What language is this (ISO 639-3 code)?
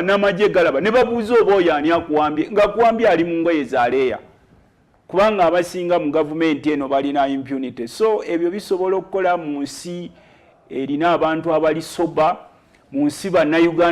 lug